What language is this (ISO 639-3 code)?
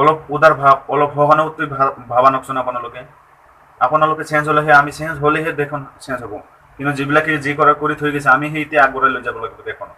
asm